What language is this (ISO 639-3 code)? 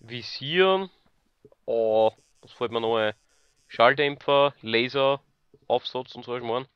bar